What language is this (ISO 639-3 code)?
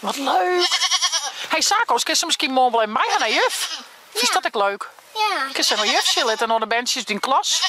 fry